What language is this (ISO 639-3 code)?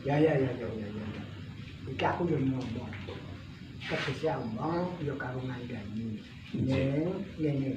jav